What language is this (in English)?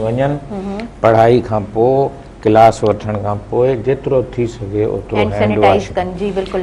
Sindhi